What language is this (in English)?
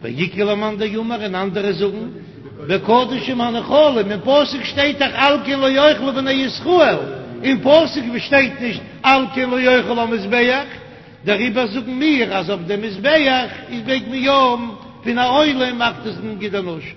Yiddish